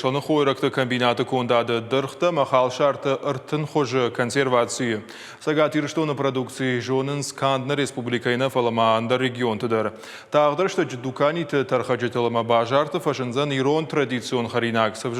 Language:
Ossetic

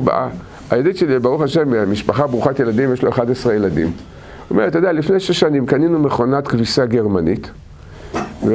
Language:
Hebrew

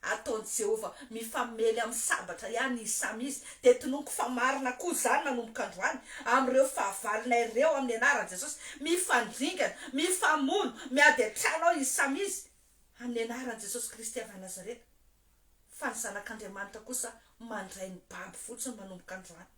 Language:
Malagasy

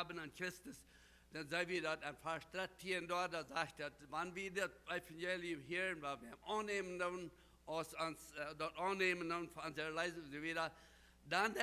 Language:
Plautdietsch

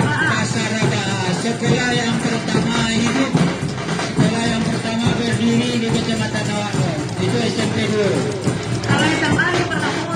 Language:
Minangkabau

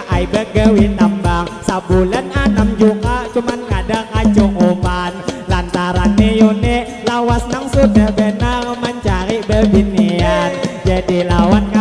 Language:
Banjar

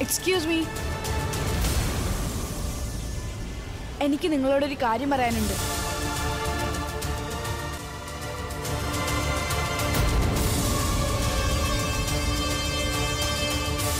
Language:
Malayalam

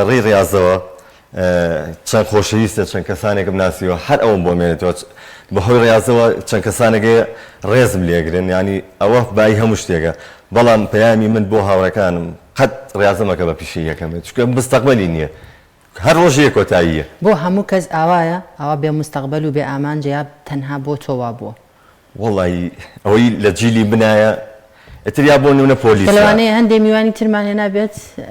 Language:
Central Kurdish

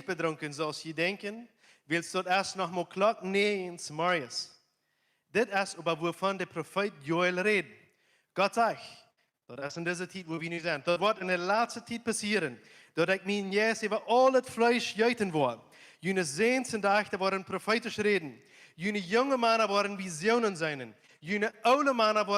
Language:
Plautdietsch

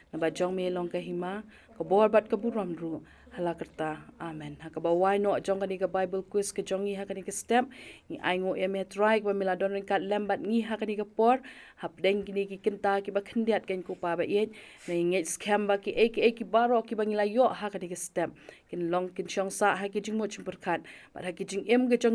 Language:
Khasi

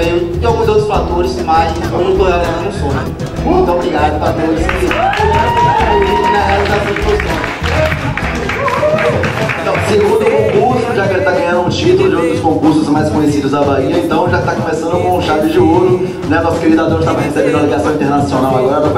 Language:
Portuguese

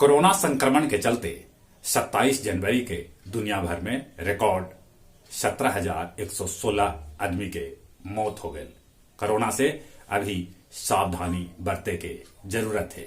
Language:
Magahi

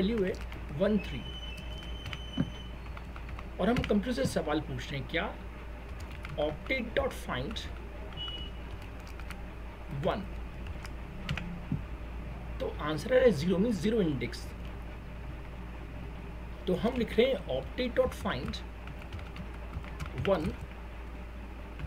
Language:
Hindi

